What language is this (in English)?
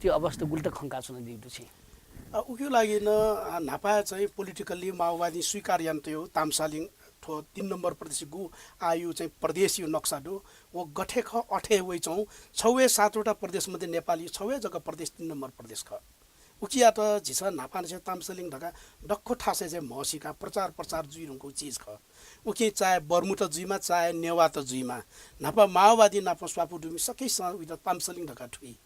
Newari